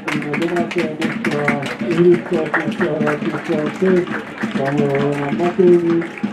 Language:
Slovak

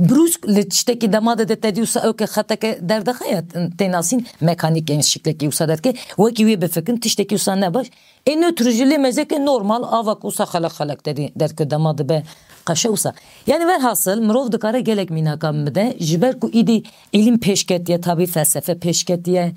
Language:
Kurdish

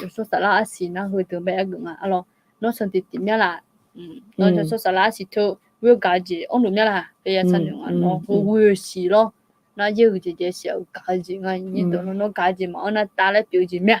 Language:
Akha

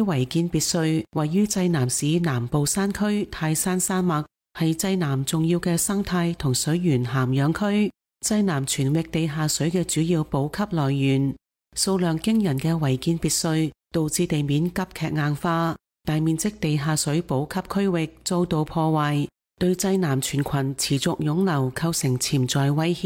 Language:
Cantonese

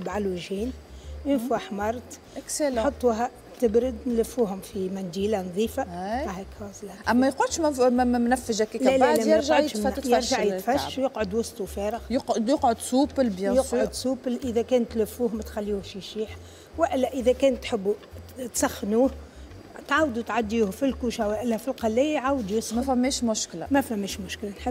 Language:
Tunisian Arabic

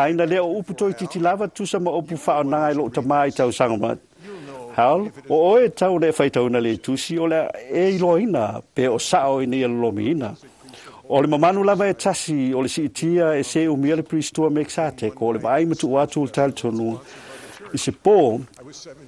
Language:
Samoan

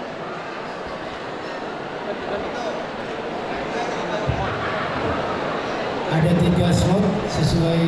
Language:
Batak Toba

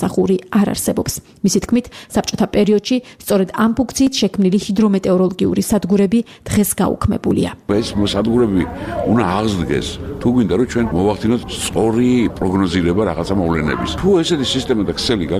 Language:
Georgian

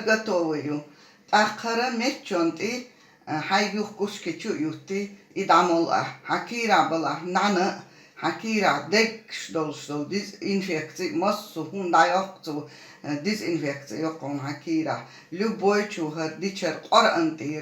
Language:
Chechen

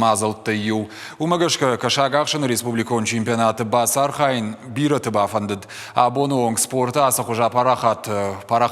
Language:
Ossetic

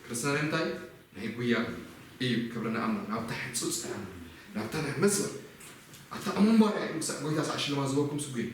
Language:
Tigrinya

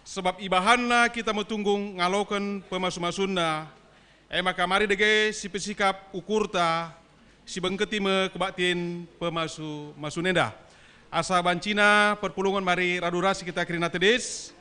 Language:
Batak Karo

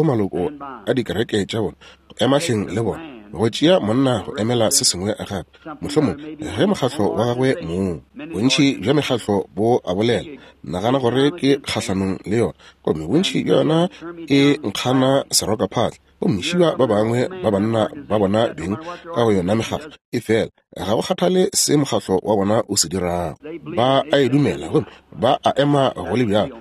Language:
Northern Sotho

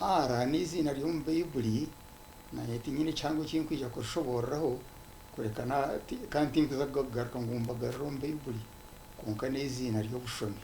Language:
Nyankole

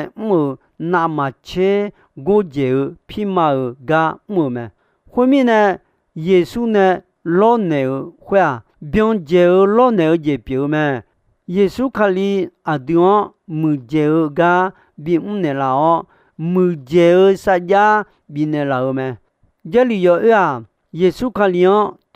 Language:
Akha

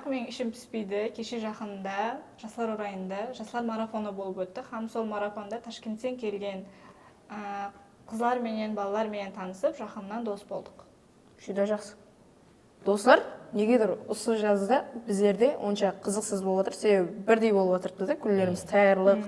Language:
Kara-Kalpak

